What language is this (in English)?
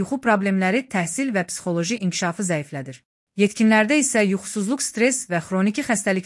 Azerbaijani